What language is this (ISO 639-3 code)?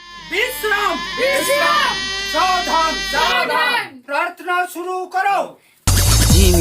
hne